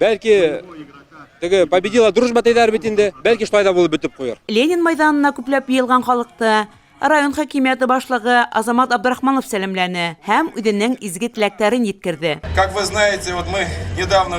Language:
Bashkir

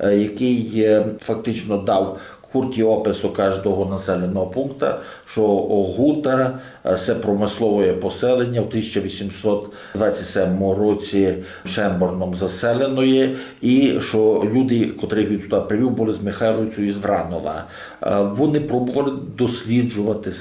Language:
Rusyn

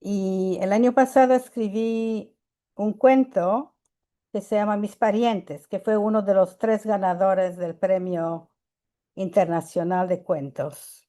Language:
Ladino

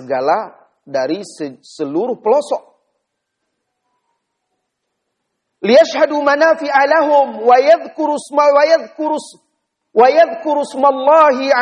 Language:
Indonesian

